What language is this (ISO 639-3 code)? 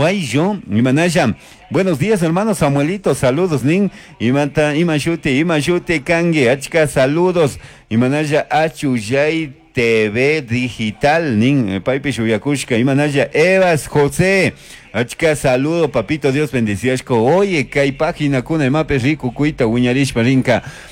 qug